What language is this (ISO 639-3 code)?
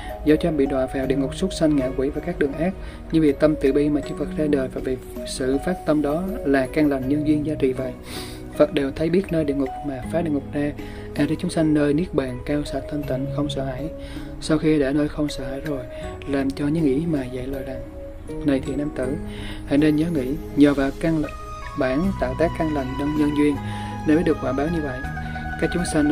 vie